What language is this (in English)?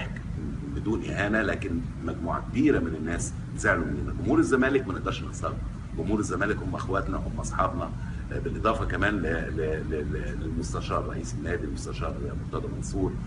Egyptian Arabic